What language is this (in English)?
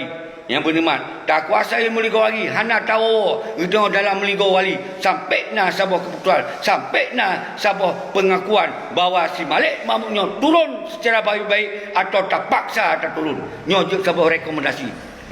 Achinese